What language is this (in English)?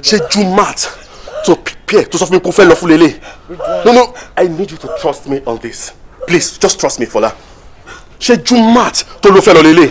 Yoruba